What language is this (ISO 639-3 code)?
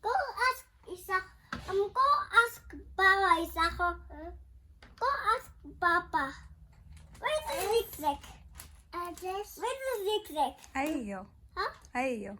tsn